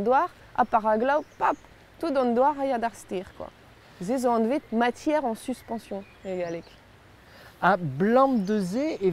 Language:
Breton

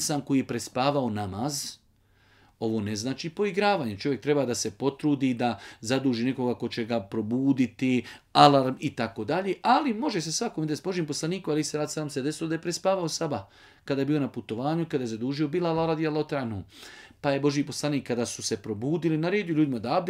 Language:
Bosnian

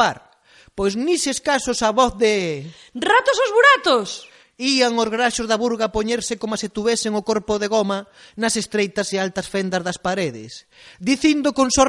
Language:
Galician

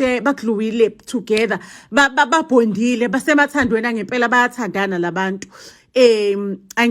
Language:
Zulu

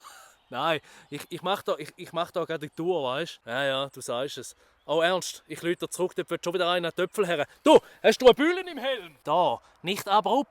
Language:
Swiss German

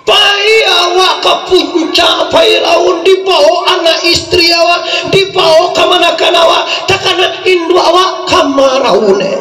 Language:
Minangkabau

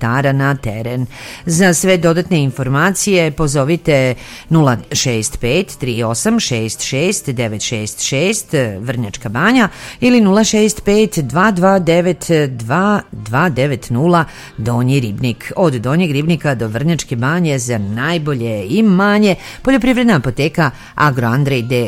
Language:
Serbian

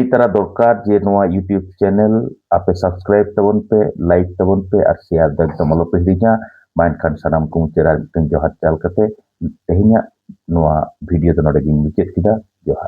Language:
Santali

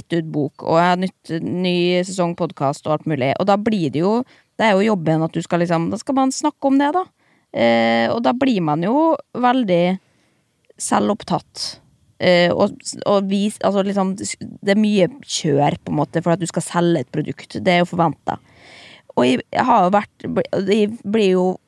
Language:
Norwegian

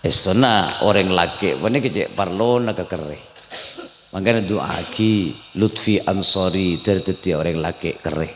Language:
Madurese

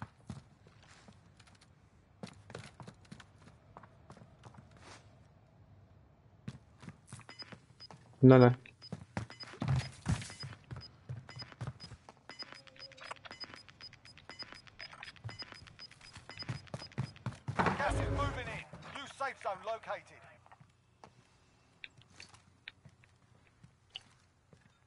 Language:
English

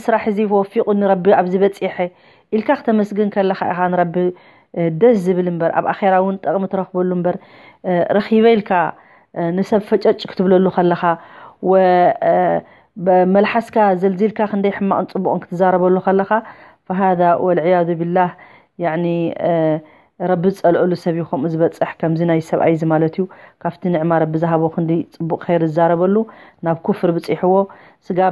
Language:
Tigrinya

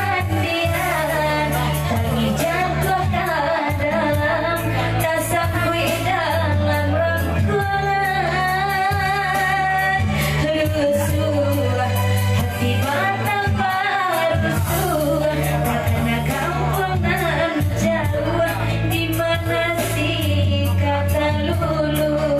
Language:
Minangkabau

